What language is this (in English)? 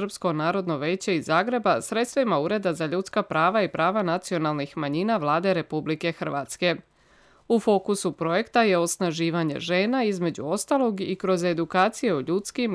Croatian